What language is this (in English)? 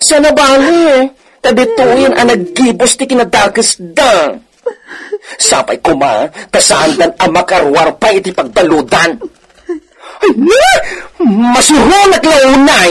Iloko